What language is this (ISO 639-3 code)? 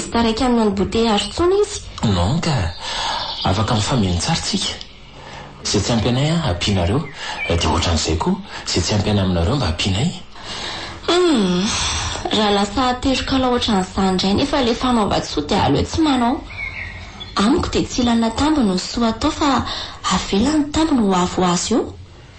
mlg